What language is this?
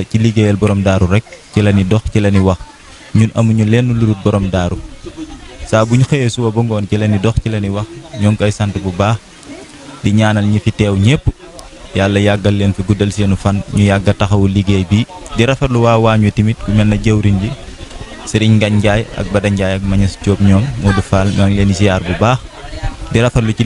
Wolof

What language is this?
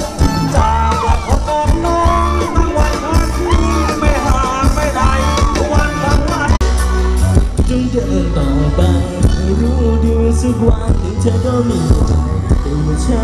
Thai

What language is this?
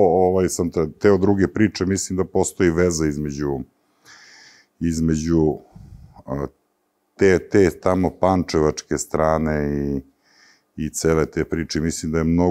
Serbian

